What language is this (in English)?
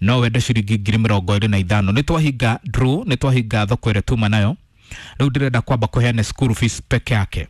Kikuyu